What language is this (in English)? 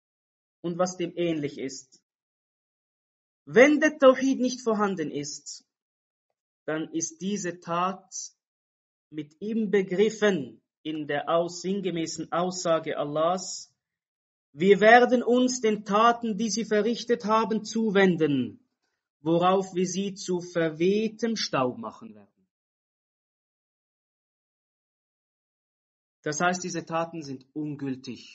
German